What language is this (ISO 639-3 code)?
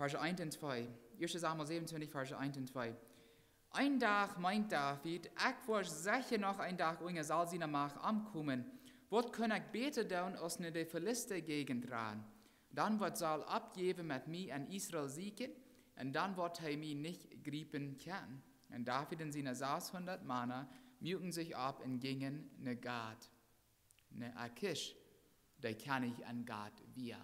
pdt